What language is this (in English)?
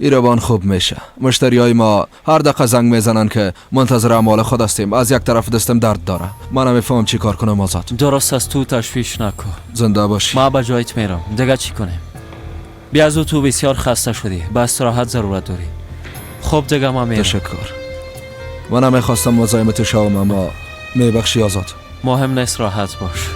Persian